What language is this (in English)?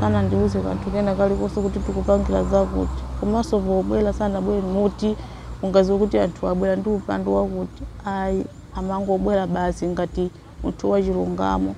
Nyanja